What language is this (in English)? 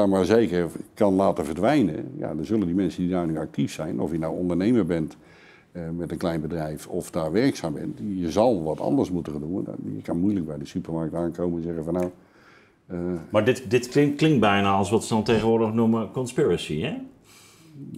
Dutch